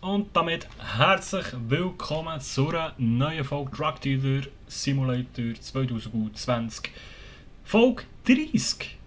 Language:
Swiss German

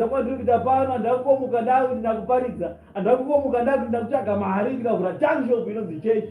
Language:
Shona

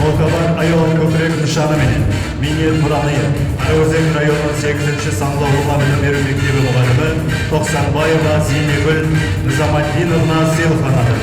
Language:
Kara-Kalpak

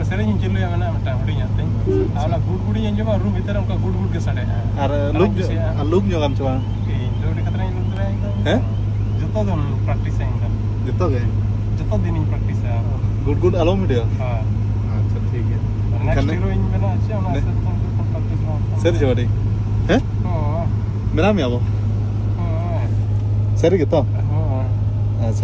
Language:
Santali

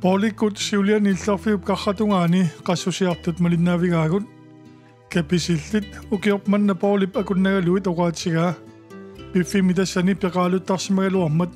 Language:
Kalaallisut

